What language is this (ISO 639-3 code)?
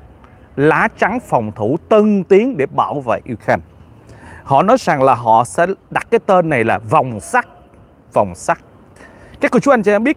vie